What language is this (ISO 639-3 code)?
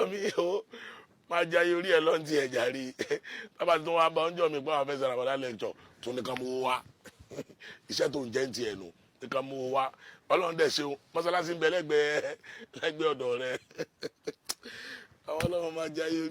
yor